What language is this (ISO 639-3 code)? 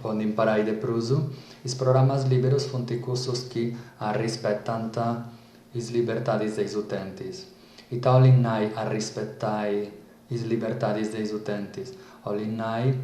srd